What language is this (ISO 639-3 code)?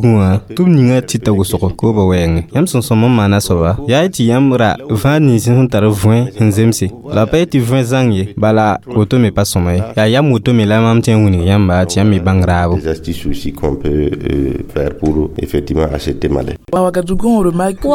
mos